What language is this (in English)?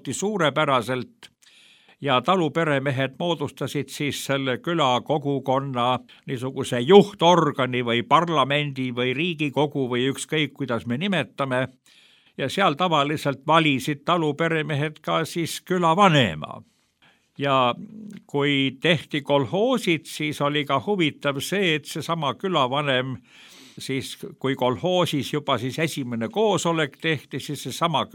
Estonian